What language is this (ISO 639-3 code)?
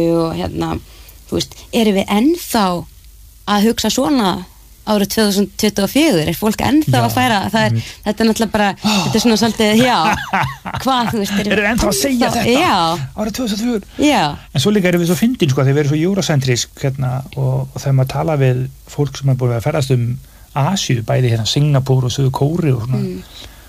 isl